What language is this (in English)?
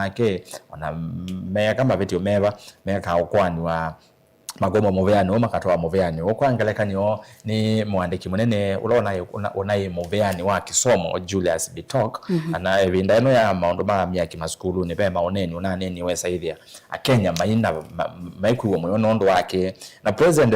Kamba